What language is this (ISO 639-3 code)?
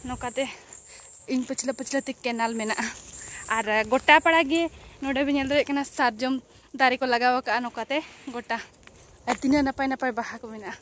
sat